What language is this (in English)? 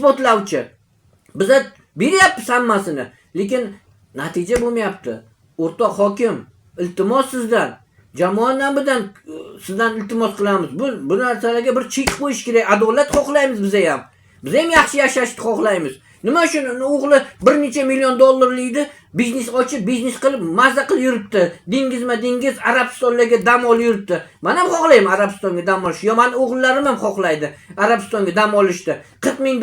Uzbek